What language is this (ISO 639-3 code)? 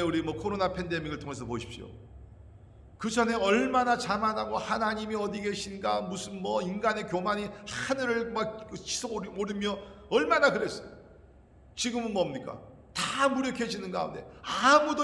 kor